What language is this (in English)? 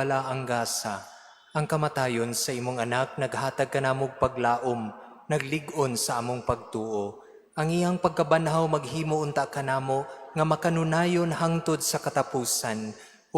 Cebuano